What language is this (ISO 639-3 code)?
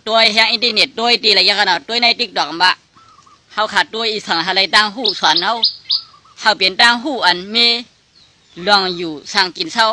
shn